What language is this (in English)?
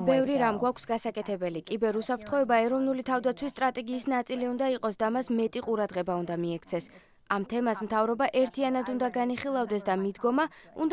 Georgian